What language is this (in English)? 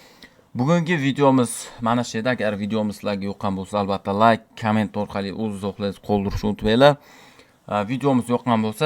Uzbek